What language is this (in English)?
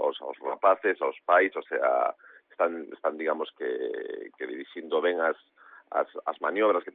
Galician